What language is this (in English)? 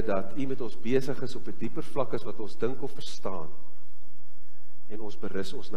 Afrikaans